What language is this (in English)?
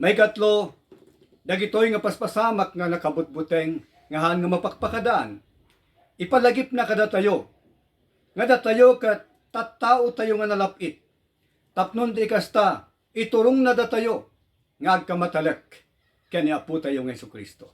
Iloko